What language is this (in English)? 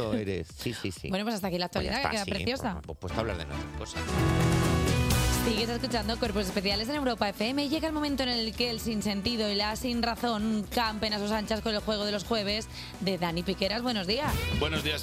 Spanish